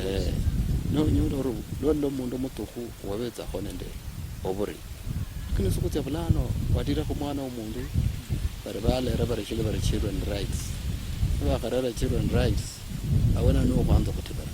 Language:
Luyia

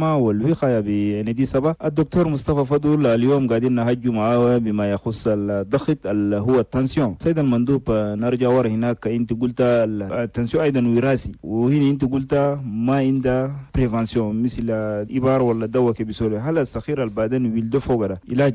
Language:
Chadian Arabic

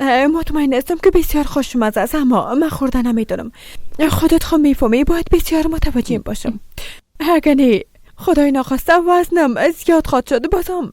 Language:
Persian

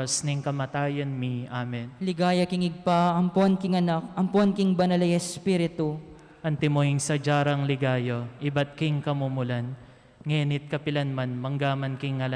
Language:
Pampanga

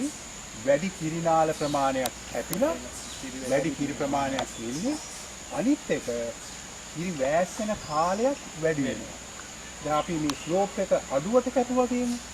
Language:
Sinhala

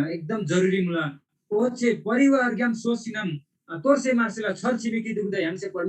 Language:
Eastern Tamang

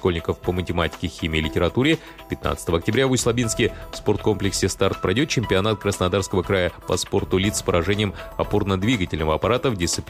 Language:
Russian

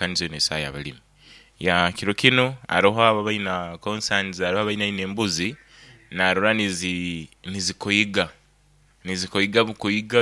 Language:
Nyoro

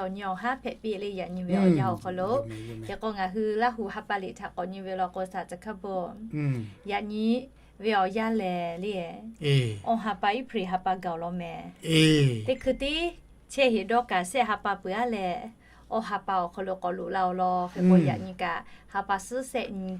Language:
Lahu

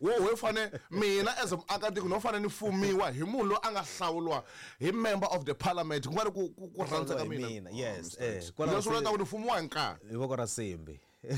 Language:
Tsonga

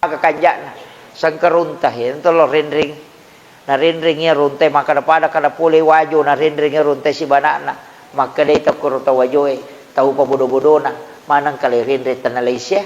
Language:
Buginese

